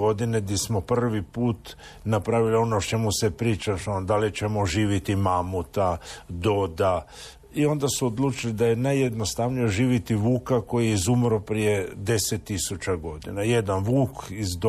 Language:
Croatian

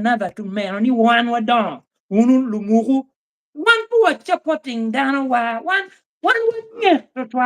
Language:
Acoli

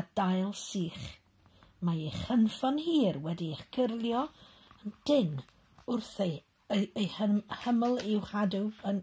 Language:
Welsh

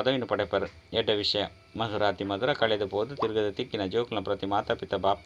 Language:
Tulu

